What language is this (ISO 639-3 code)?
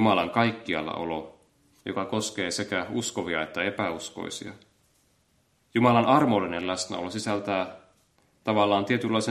fin